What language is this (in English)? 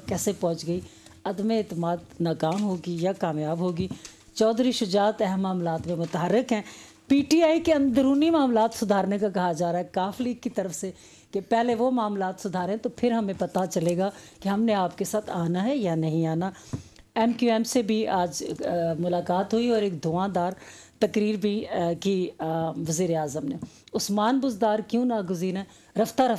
Urdu